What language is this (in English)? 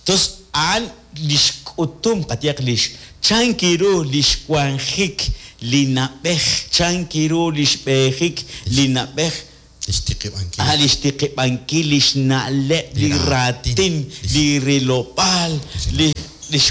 Kekchí